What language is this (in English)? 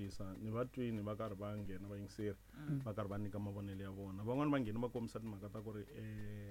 Tsonga